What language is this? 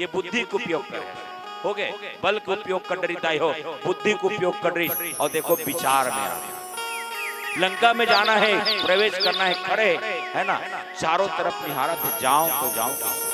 Chhattisgarhi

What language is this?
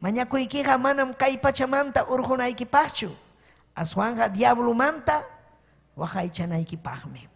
Ayacucho Quechua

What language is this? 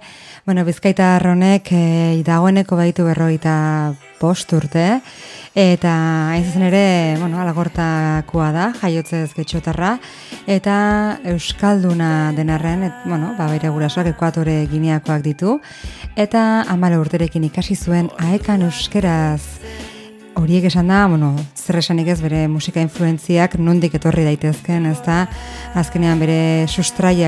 Basque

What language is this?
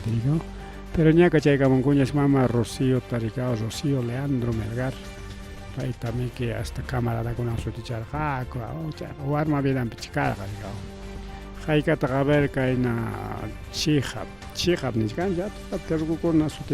Ayacucho Quechua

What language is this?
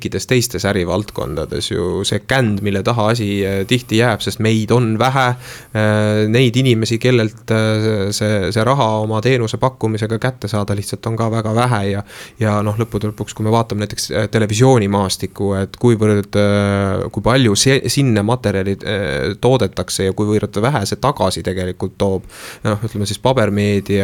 Estonian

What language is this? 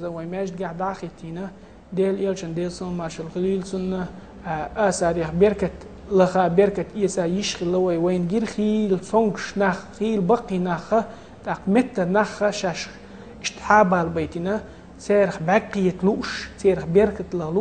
Chechen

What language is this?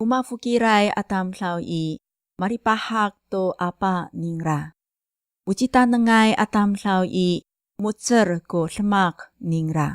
Amis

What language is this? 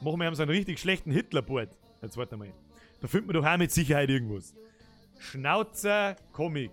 Bavarian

